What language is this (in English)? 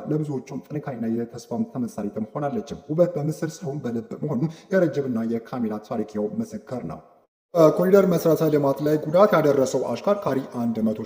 Amharic